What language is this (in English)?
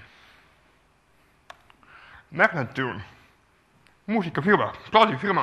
Estonian